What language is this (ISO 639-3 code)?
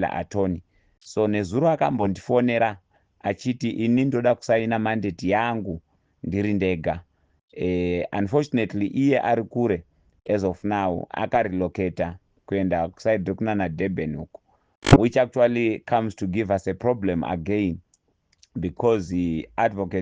sna